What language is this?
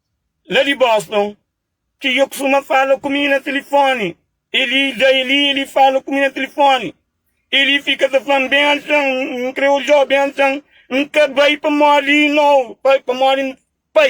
Kabuverdianu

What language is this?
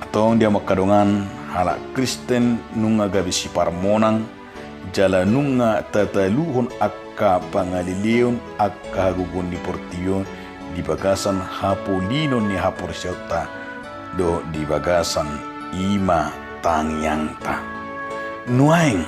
Batak Toba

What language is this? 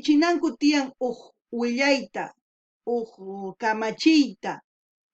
South Bolivian Quechua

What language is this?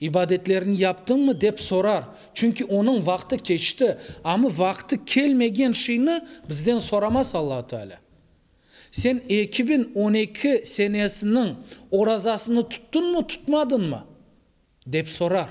Crimean Tatar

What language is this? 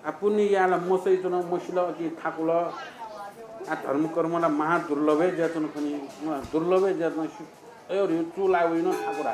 Newari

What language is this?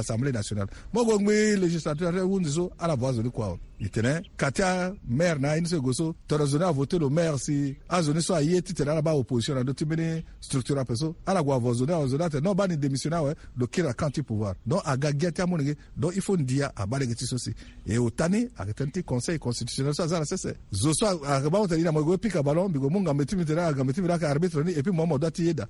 Sango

